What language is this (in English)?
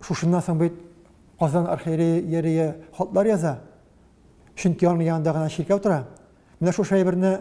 Tatar